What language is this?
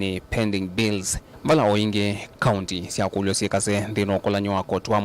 Kamba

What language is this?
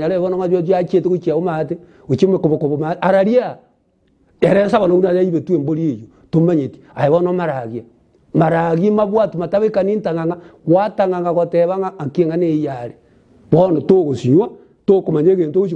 Gusii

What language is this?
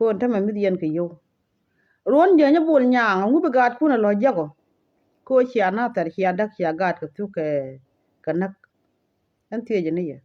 Nuer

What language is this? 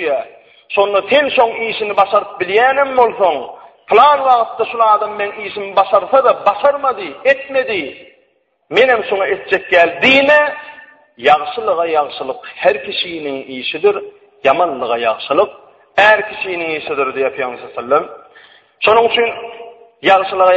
Turkmen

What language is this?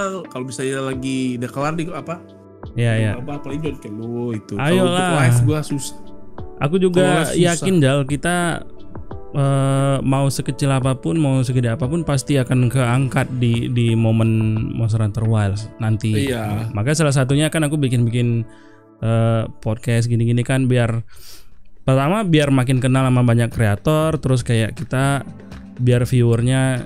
Indonesian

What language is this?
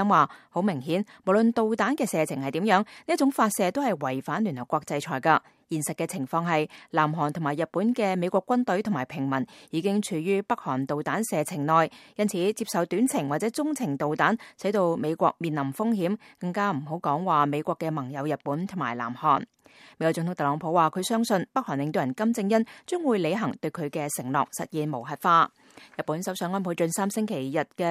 Cantonese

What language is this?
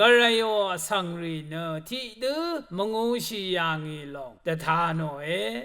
Rawang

